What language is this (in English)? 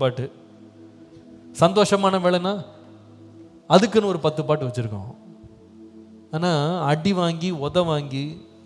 Tamil